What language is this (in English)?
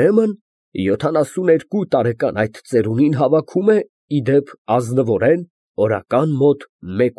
Armenian